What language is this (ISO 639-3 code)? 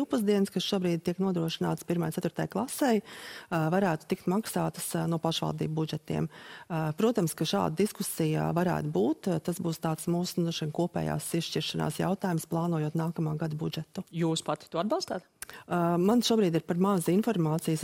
lav